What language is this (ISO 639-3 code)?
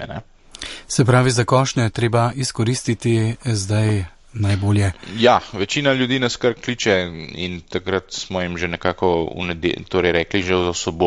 slv